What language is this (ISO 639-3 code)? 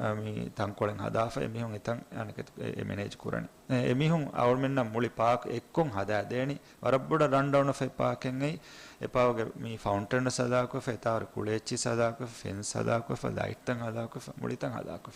div